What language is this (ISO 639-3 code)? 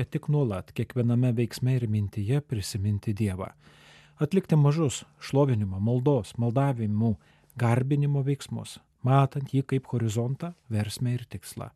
lit